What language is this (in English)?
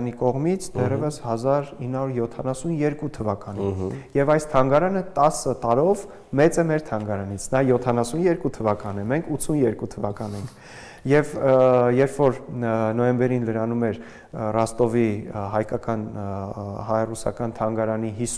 Armenian